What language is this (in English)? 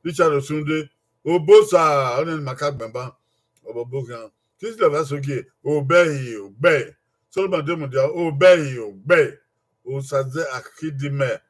Bini